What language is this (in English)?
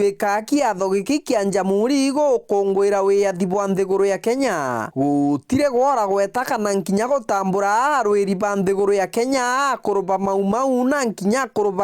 Meru